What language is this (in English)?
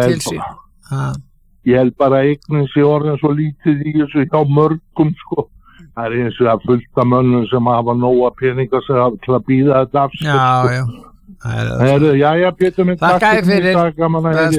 Icelandic